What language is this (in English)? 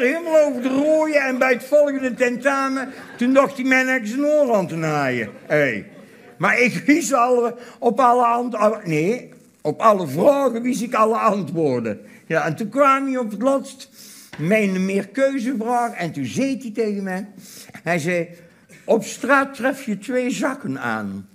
Dutch